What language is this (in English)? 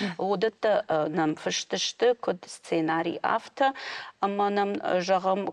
Ossetic